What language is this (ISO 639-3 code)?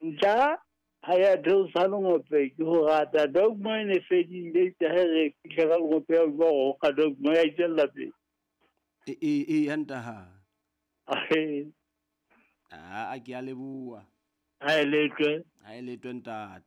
sot